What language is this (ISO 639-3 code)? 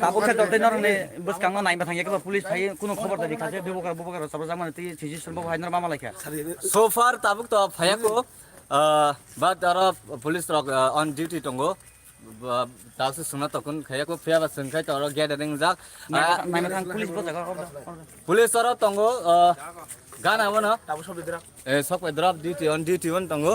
trp